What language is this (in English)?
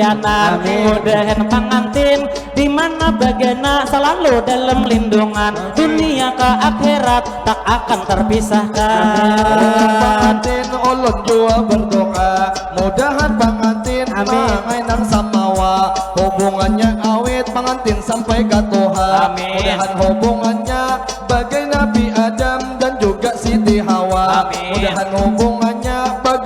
Banjar